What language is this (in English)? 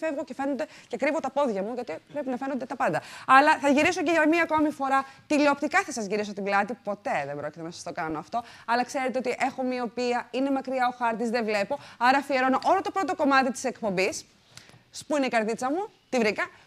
Greek